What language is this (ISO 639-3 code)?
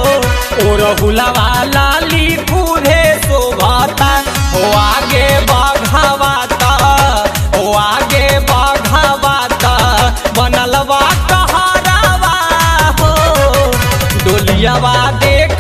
bho